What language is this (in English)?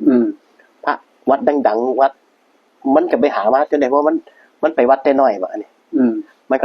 Northeastern Thai